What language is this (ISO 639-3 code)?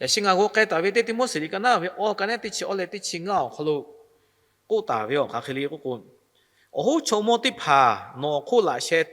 lhu